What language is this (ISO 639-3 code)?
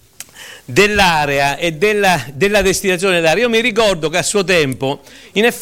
ita